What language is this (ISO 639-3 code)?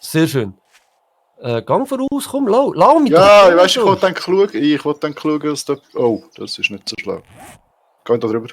gsw